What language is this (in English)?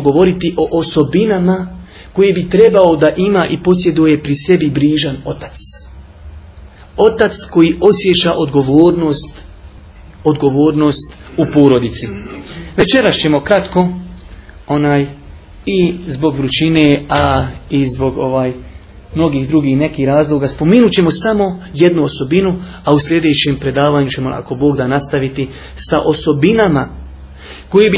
Bosnian